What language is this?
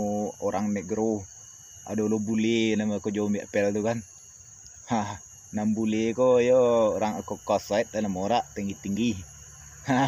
Minangkabau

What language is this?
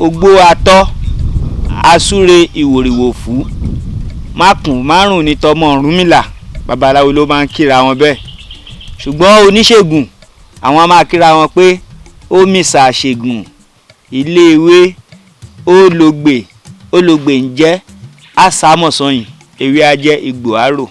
Yoruba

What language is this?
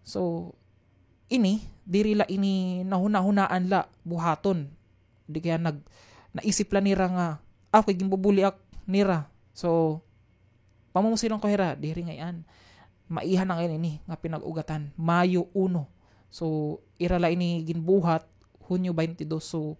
Waray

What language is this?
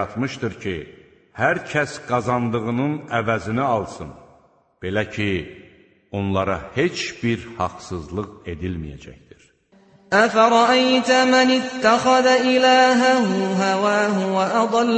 Azerbaijani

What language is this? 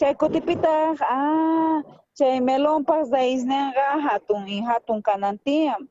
South Bolivian Quechua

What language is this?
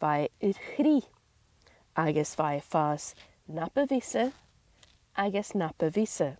Scottish Gaelic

